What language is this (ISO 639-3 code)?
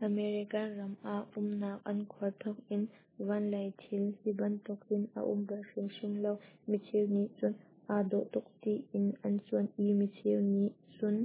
cnh